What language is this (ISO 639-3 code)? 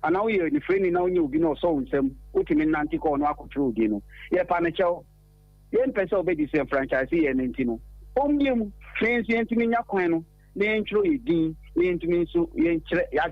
aka